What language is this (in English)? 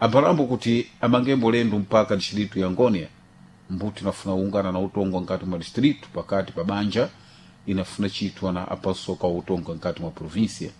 Sena